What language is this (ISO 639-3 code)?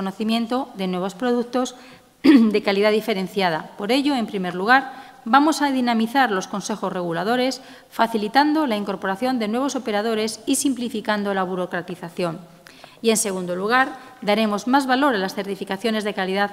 spa